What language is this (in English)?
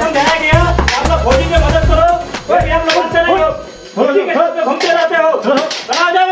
Hmar